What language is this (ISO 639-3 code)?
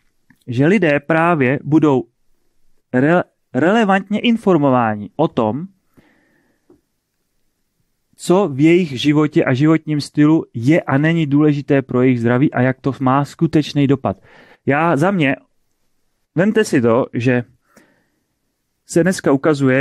ces